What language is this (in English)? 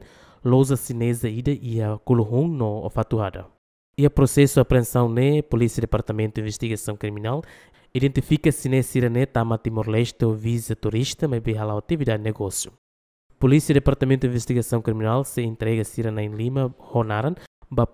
Tetum